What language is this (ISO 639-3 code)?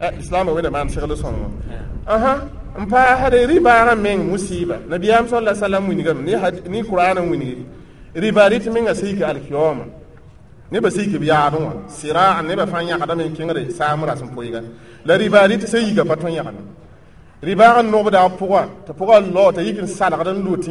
mos